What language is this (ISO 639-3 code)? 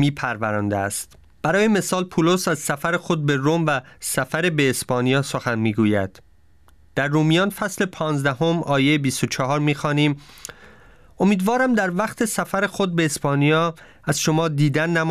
fas